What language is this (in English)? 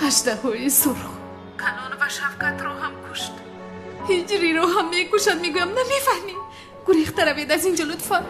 Tajik